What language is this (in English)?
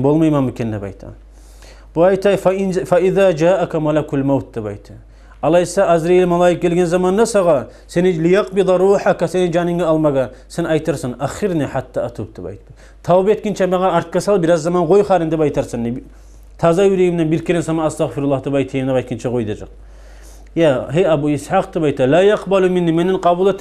Kumyk